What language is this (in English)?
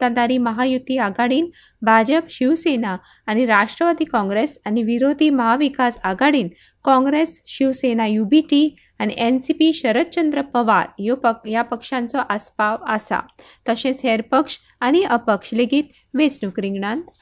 Konkani